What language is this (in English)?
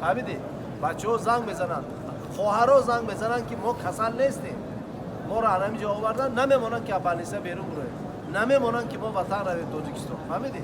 Tajik